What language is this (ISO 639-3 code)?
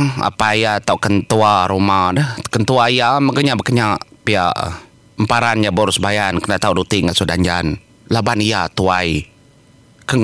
iba